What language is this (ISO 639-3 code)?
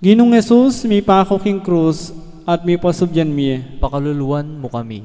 pam